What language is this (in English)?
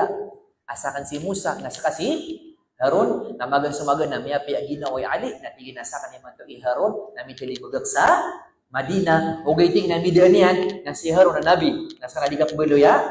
Maranao